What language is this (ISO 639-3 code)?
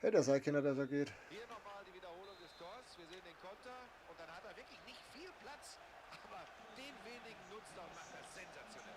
bar